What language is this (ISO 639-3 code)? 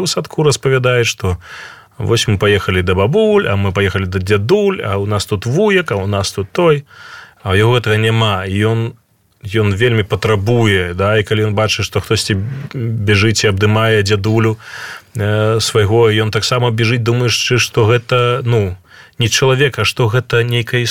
bel